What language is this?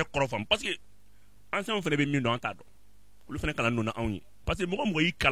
Bambara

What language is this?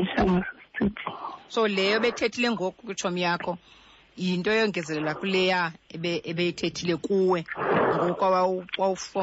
Xhosa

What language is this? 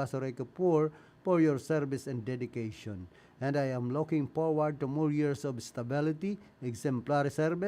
Bikol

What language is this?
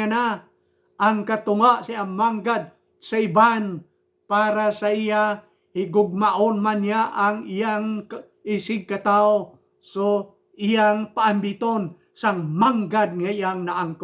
Hiligaynon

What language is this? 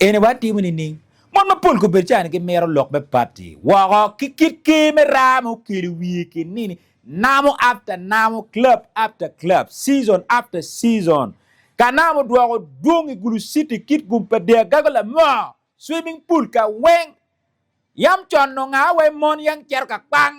Acoli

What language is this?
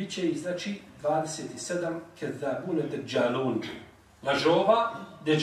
Bosnian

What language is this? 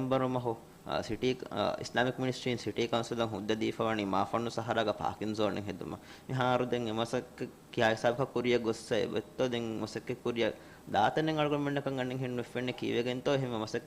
Divehi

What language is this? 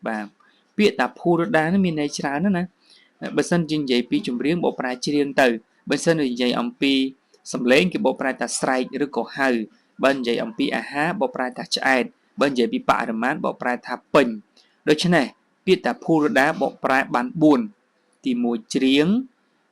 Khmer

